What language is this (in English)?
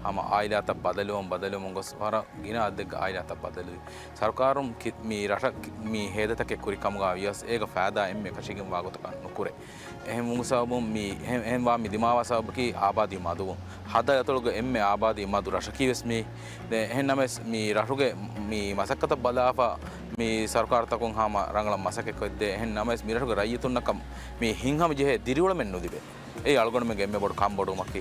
Divehi